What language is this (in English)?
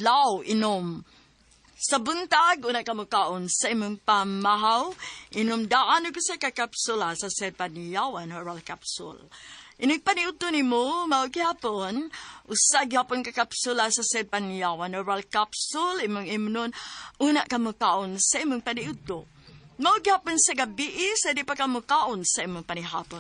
Cebuano